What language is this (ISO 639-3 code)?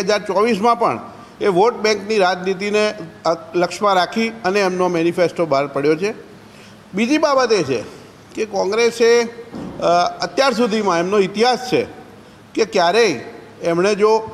guj